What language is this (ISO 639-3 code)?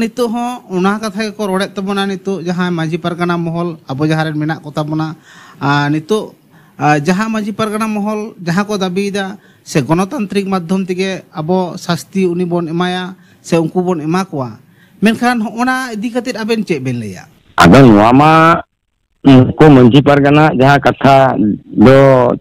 sat